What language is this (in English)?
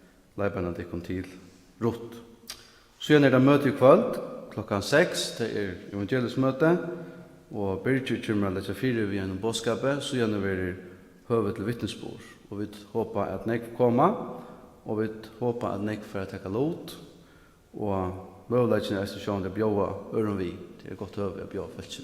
Faroese